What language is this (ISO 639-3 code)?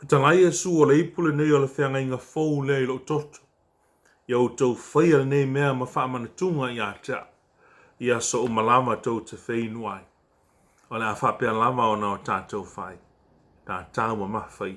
smo